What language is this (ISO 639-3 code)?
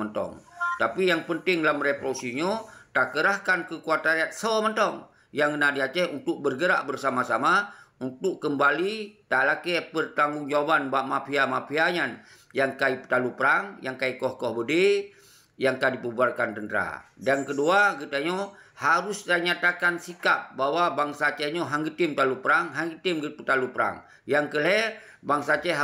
ace